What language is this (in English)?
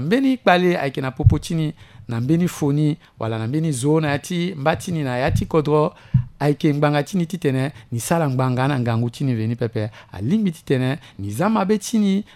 Sango